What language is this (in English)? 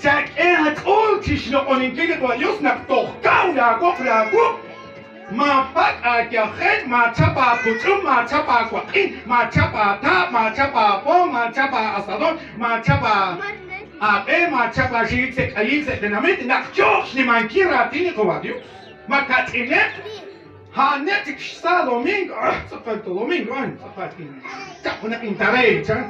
Kekchí